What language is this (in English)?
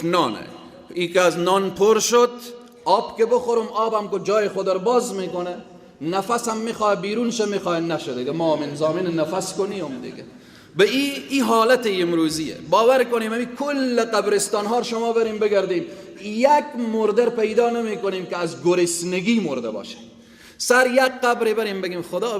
Persian